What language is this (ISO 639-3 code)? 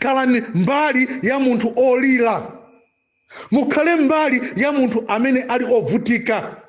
nya